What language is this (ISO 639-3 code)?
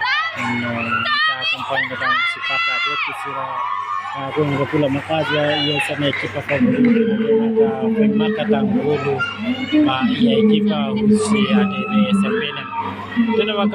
tet